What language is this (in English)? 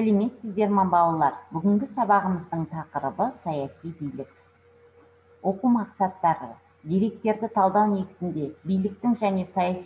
Kazakh